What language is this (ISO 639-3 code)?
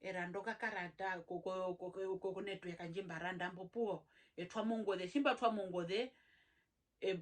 her